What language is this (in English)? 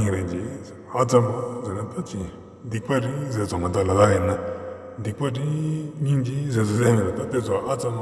Ladakhi